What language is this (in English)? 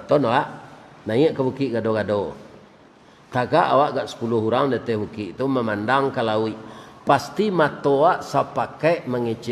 Minangkabau